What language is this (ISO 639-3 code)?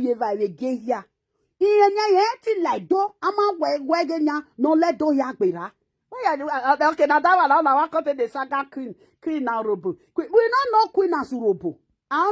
pcm